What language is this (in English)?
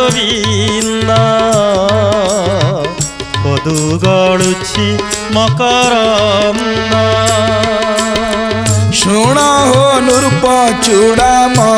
Odia